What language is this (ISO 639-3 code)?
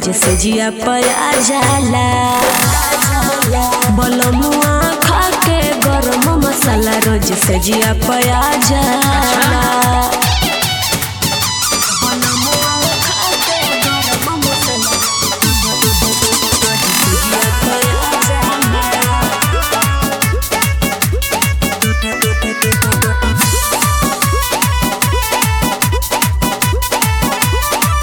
bho